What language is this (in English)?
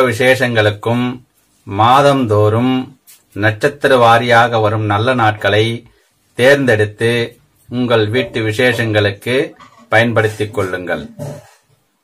Tamil